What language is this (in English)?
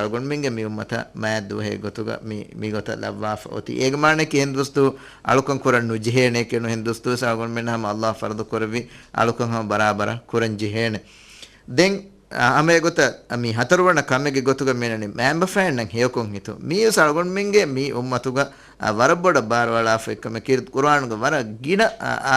Divehi